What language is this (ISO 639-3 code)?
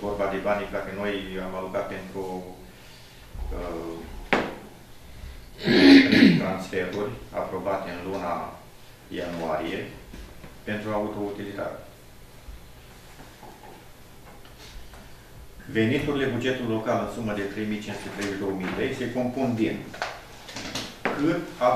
ron